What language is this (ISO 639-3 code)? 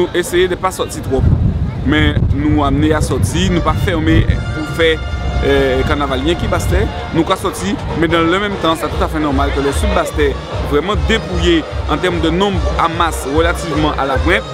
gcf